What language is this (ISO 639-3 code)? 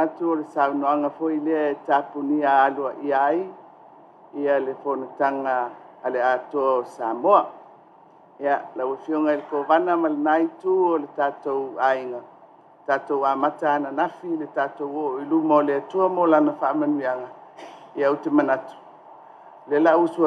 smo